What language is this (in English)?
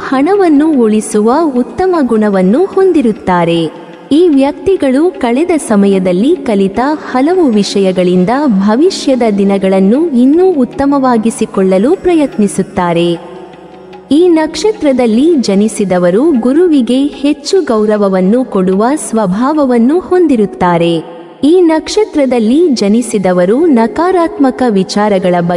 Kannada